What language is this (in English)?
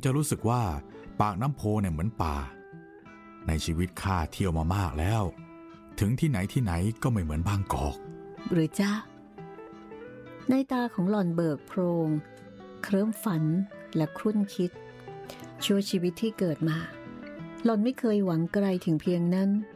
Thai